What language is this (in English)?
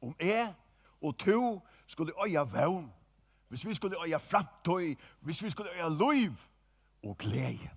Faroese